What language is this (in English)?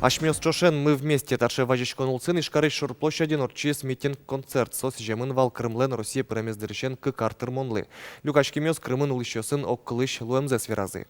Udmurt